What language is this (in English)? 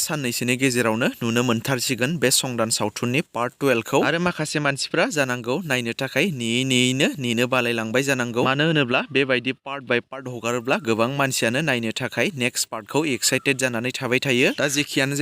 Bodo